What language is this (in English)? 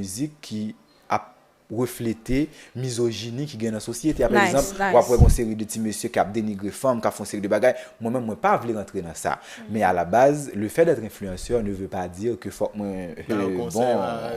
Haitian Creole